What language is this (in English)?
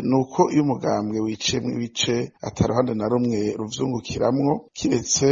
Rundi